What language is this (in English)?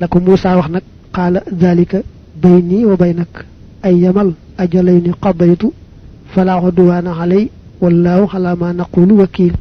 Wolof